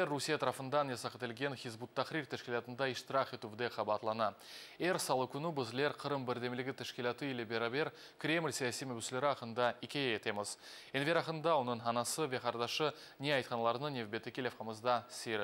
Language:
Crimean Tatar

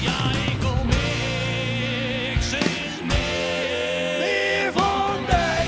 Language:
Western Frisian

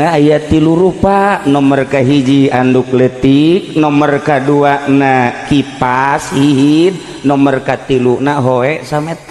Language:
Sundanese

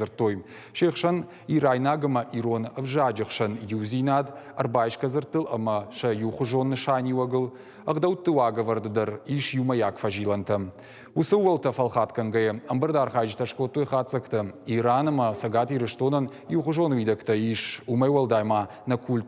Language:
Ossetic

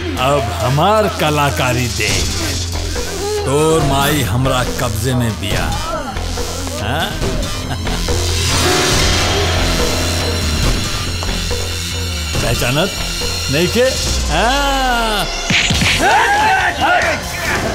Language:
Bhojpuri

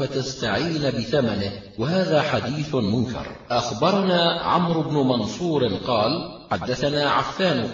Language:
Arabic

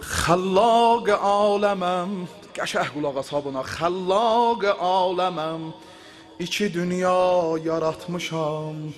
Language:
South Azerbaijani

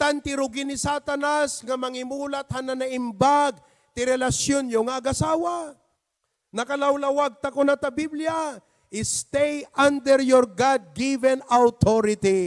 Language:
Iloko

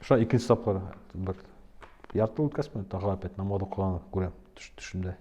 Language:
Bashkir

